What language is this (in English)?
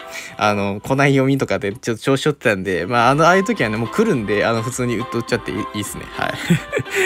Japanese